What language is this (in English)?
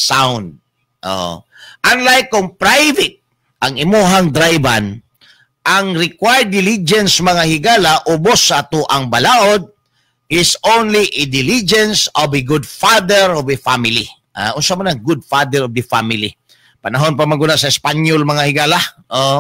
Cebuano